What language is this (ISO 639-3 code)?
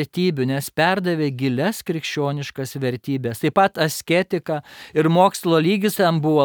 lit